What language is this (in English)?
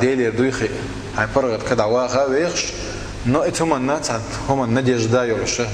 Chechen